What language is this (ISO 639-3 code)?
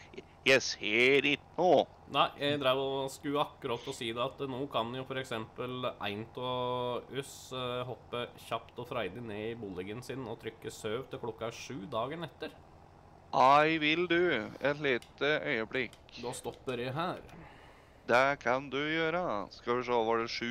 nor